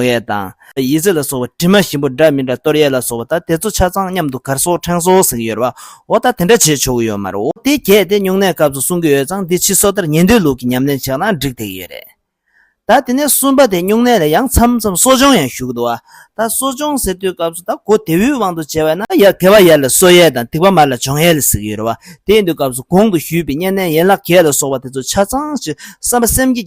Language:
Tibetan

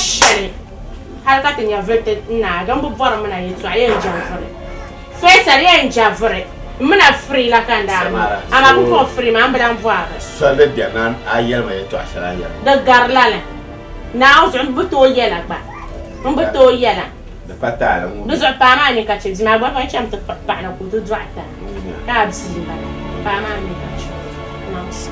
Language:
Dagbani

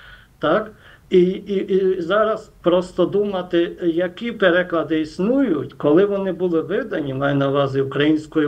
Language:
Ukrainian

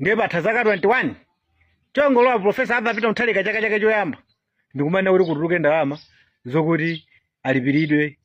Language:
Nyanja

